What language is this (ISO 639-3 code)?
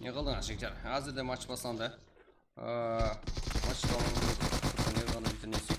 kaa